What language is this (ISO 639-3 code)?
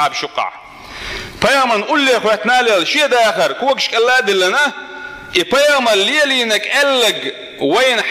che